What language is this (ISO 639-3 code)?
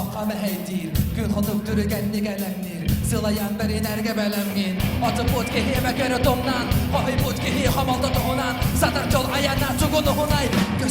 sah